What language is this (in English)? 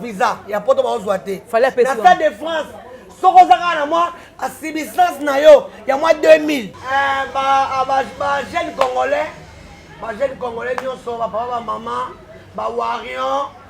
Lingala